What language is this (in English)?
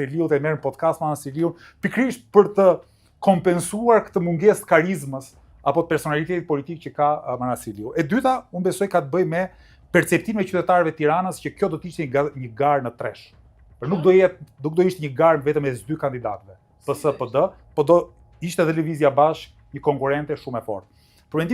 Albanian